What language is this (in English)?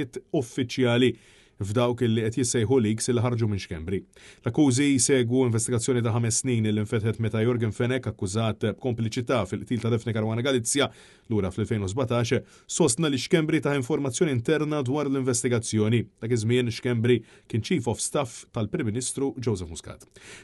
Maltese